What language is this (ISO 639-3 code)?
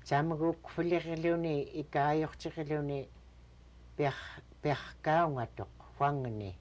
esu